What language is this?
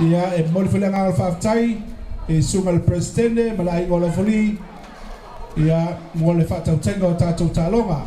Samoan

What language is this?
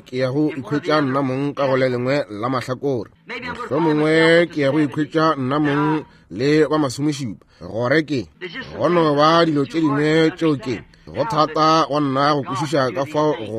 Northern Sotho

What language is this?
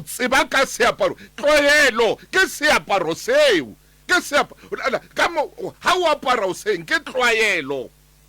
Southern Sotho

